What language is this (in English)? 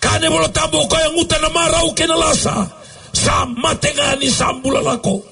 Fijian